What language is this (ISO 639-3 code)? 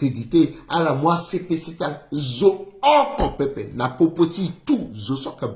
sag